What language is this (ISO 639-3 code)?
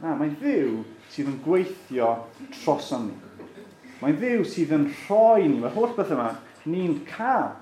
cym